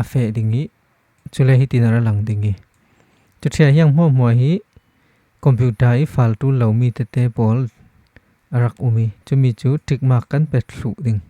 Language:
Falam Chin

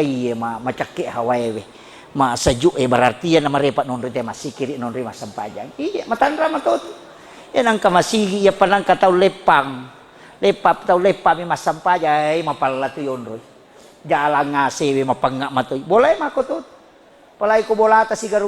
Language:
Buginese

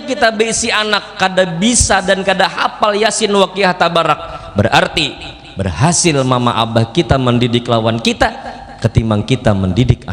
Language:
Banjar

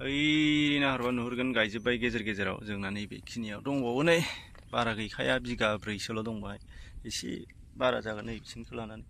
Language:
Bodo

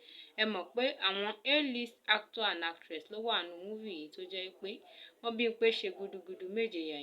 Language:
Yoruba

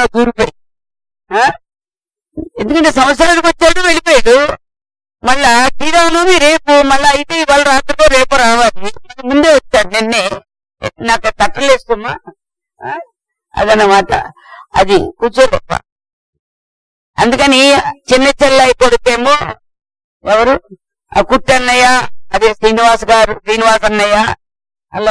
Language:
Telugu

